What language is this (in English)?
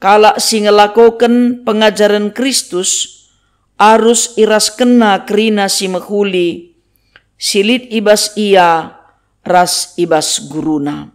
Batak Karo